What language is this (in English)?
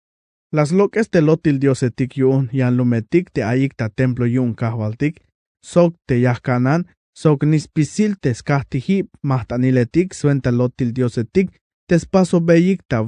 Tzeltal